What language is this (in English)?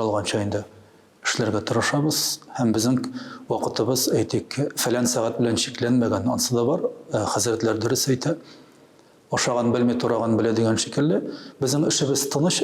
Tatar